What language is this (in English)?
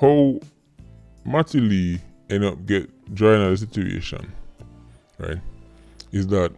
Jamaican Creole English